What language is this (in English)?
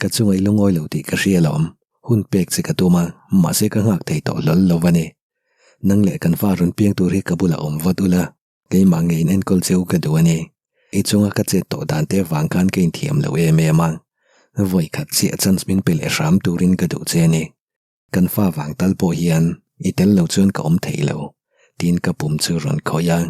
Mizo